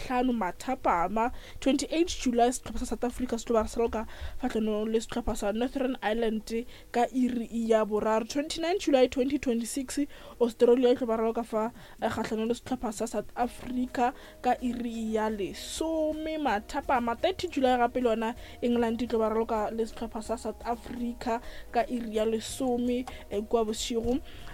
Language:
Northern Sotho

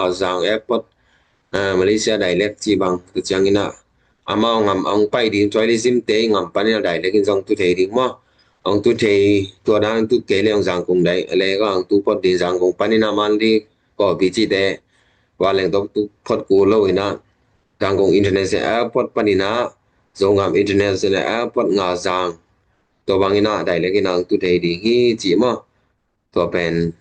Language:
Tedim Chin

